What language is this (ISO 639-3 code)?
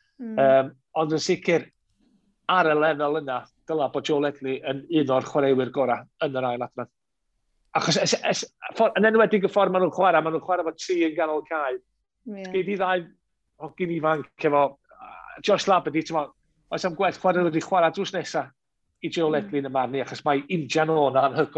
cym